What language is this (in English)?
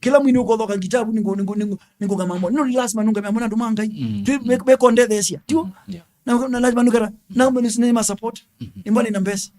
Kamba